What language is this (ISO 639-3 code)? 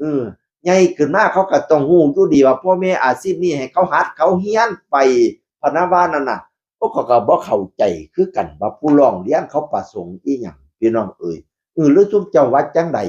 tts